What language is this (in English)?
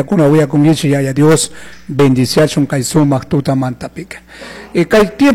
Chimborazo Highland Quichua